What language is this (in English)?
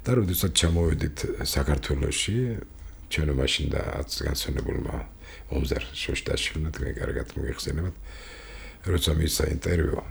Georgian